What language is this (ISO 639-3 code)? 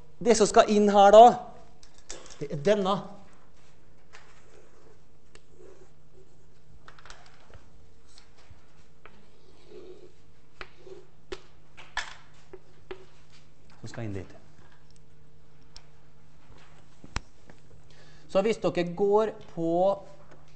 nor